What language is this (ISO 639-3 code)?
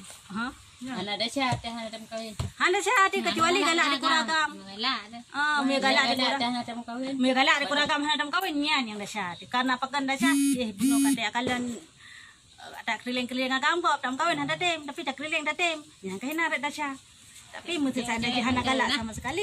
ace